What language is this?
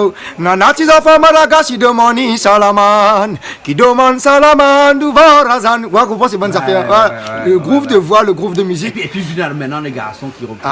Réunion Creole French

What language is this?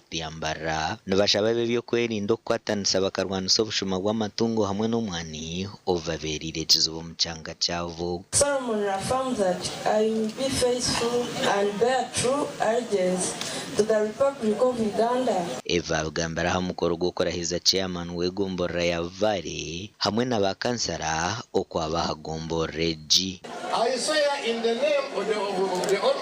Nyankole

